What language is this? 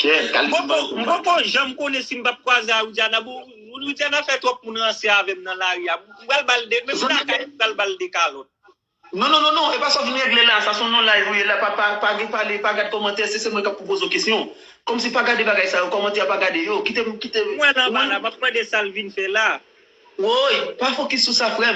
Haitian Creole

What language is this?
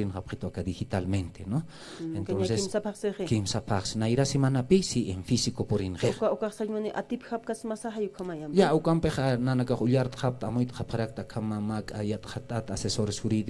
Aymara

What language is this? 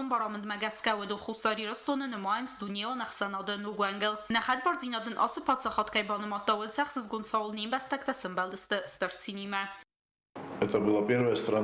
Ossetic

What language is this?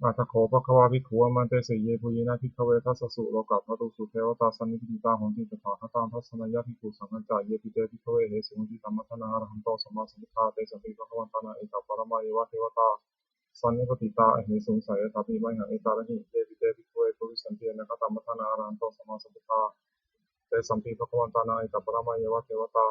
Pali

